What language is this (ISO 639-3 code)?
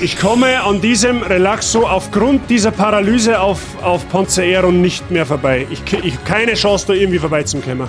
bar